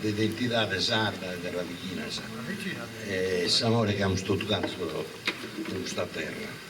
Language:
Sardinian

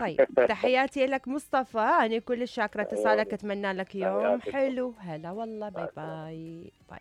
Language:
Mesopotamian Arabic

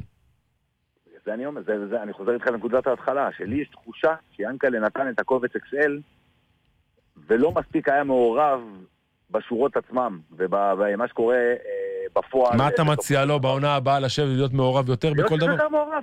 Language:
Hebrew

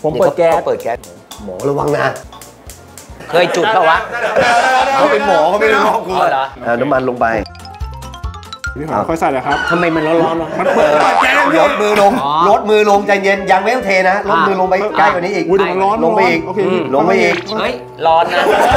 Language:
Thai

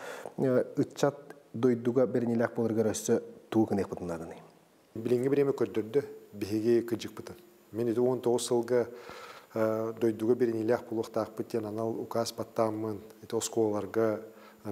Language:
Yakut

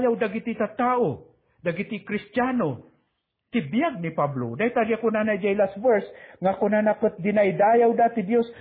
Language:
Iloko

